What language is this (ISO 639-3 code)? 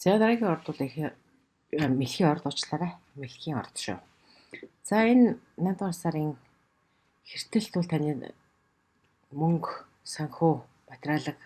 mon